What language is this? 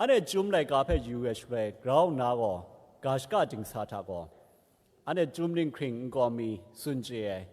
Kachin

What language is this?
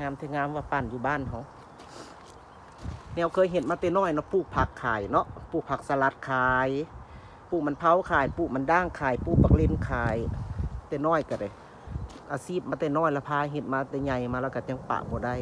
Lao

